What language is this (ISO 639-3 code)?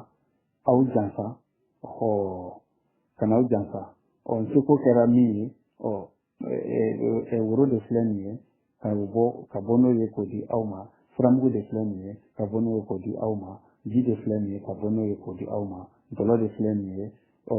bam